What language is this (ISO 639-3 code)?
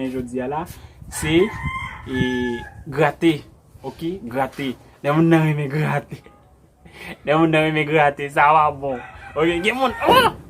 hat